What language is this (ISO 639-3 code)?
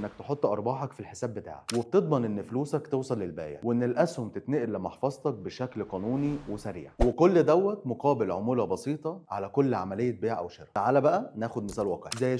arz